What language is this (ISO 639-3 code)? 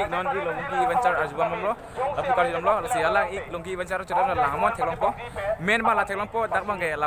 mjw